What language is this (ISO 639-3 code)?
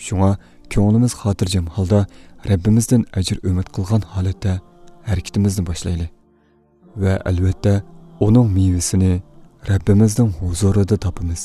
uig